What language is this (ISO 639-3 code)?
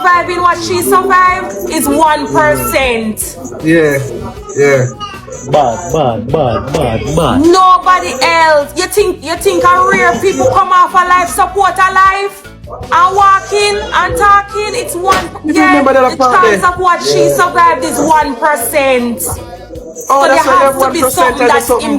jam